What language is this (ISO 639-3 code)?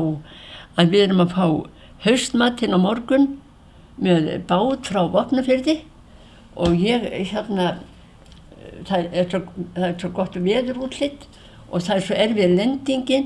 isl